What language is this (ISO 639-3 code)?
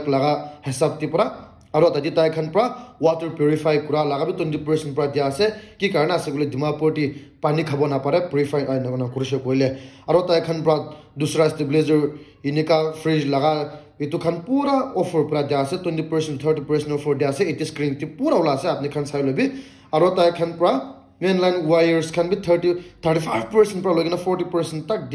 nag